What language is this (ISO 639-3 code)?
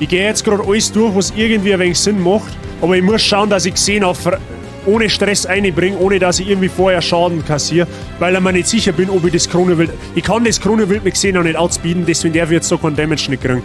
bar